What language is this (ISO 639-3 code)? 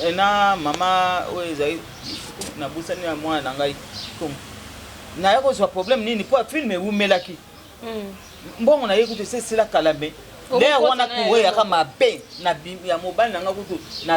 lin